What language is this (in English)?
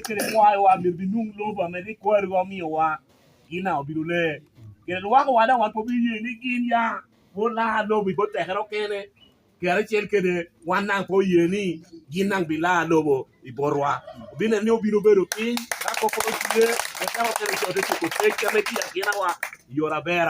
Lango (Uganda)